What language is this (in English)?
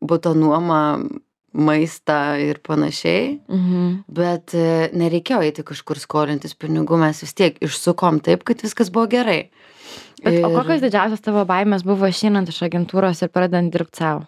Lithuanian